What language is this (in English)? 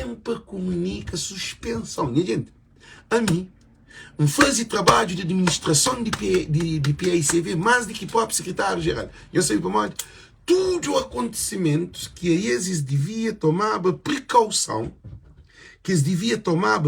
Kabuverdianu